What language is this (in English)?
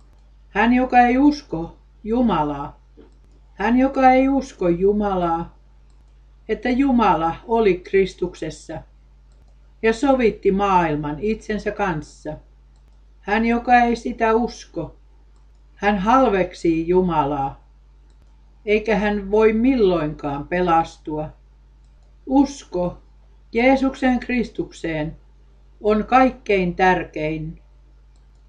Finnish